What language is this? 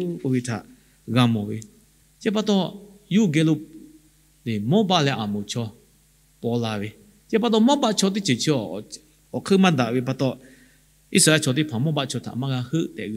Lahu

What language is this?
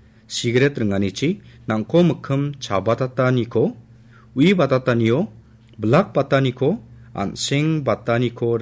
Garo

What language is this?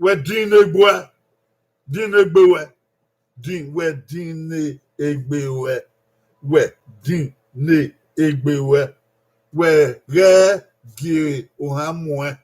Bini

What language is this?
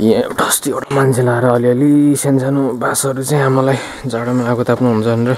Nepali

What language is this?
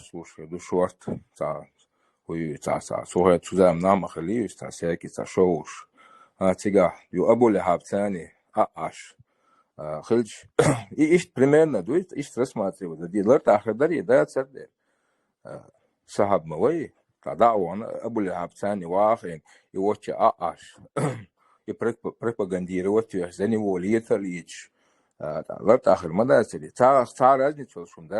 Chechen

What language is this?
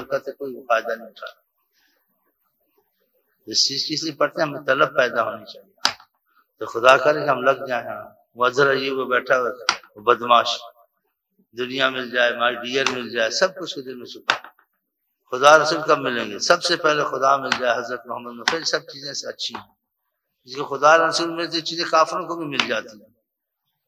Urdu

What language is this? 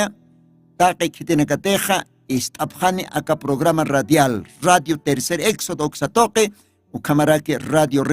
Aymara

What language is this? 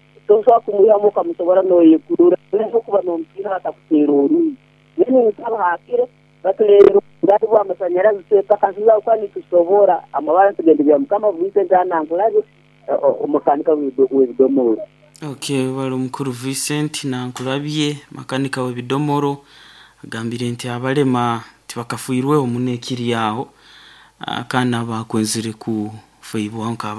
Nyoro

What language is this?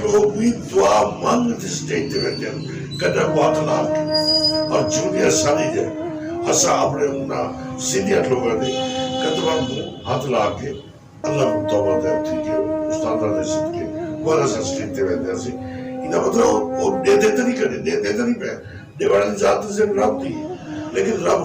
Saraiki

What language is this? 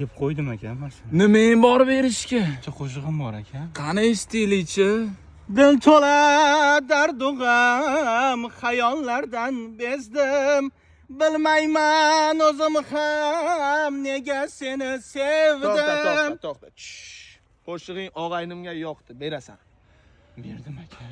Uzbek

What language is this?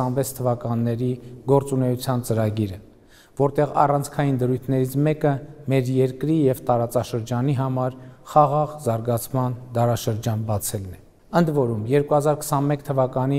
Armenian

